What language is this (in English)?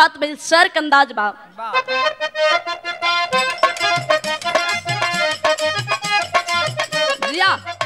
Bhojpuri